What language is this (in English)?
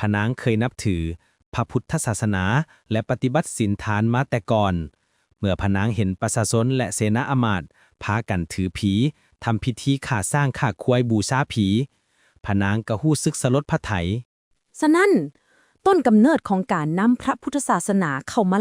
Lao